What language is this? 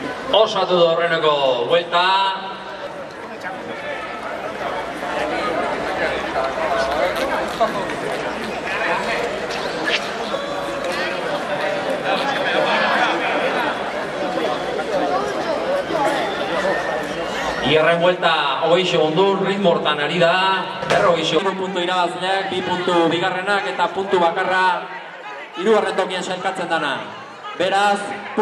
Basque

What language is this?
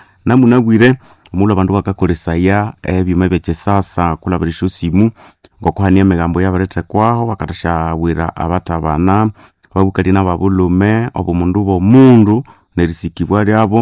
Nande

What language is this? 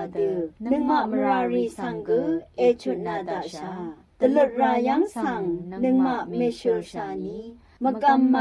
Rawang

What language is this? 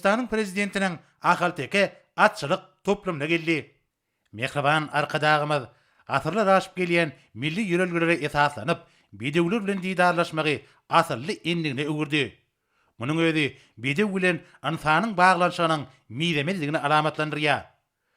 Turkmen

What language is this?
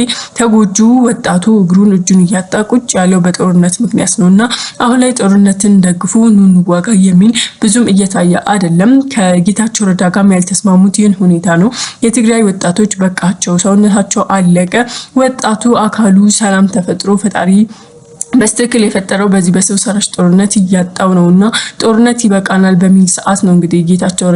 Amharic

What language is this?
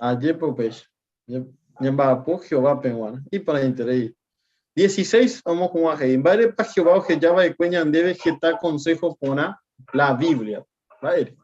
Guarani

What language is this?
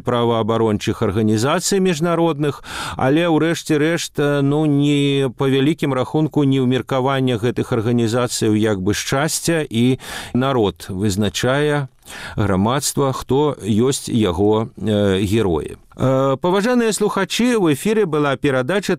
Belarusian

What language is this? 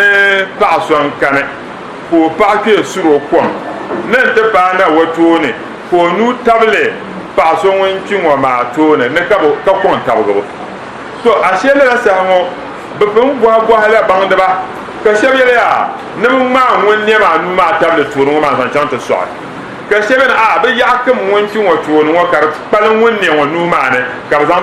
Dagbani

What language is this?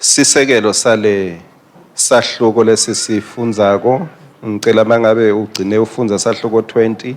Swati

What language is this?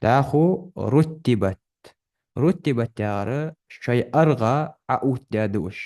Ingush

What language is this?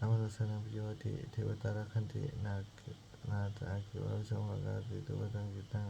Pali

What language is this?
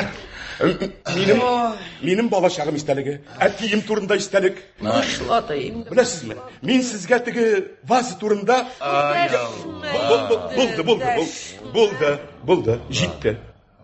Tatar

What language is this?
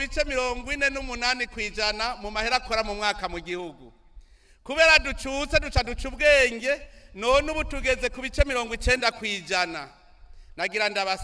Rundi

